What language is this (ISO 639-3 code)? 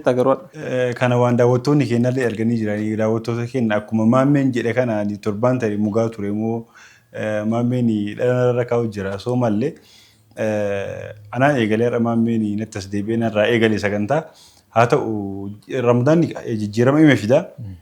orm